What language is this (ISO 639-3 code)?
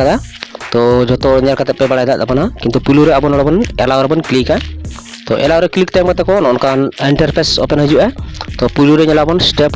sat